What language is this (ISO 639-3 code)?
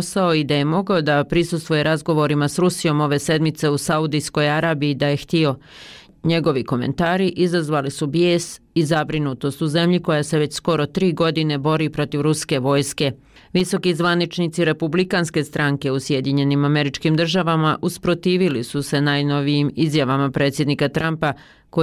bos